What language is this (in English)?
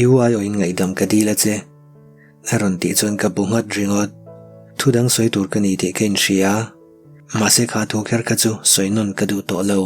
Mizo